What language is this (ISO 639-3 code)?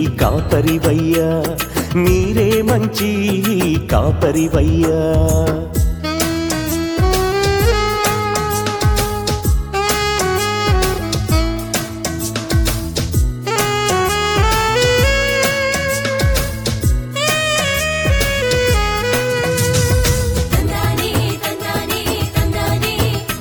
tel